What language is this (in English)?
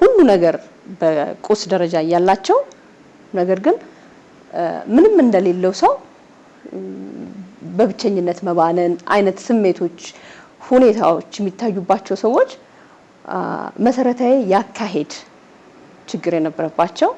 Amharic